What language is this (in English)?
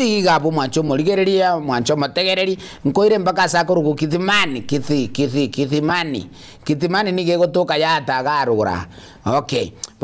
Gusii